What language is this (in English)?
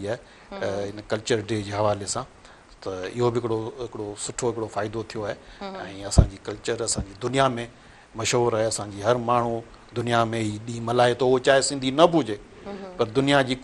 Sindhi